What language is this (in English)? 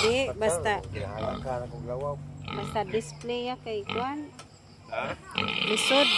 Cebuano